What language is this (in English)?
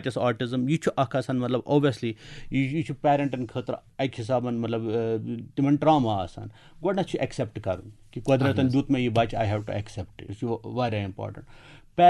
Kashmiri